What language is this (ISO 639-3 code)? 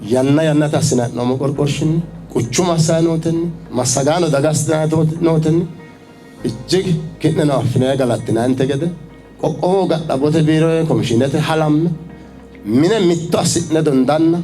sid